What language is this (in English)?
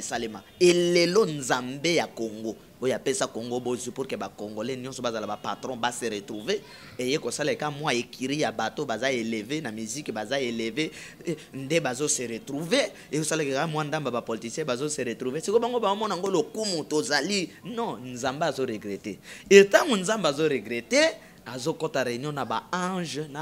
Lingala